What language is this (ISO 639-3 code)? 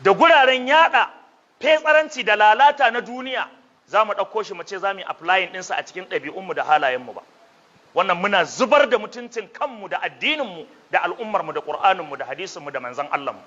hau